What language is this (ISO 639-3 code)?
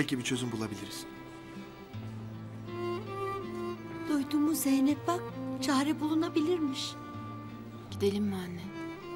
tur